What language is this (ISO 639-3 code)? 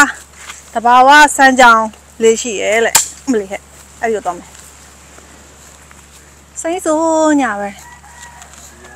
mya